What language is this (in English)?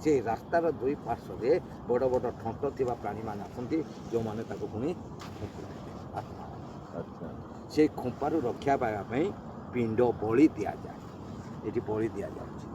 Odia